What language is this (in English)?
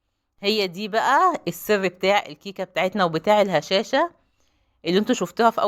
Egyptian Arabic